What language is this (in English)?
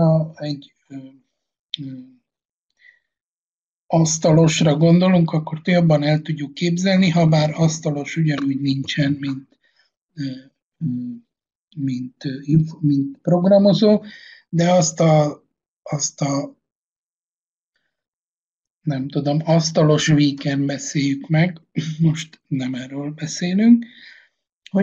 Hungarian